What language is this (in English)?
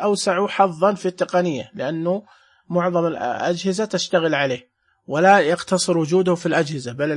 Najdi Arabic